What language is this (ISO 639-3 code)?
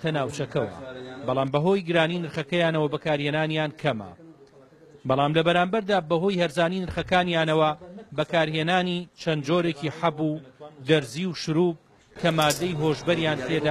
ckb